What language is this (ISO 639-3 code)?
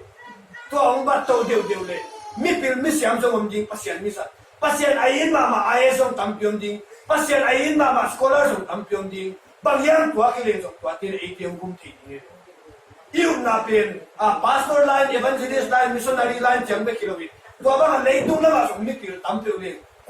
ctd